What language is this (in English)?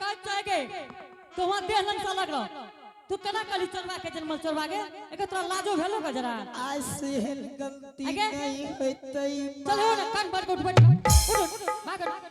Angika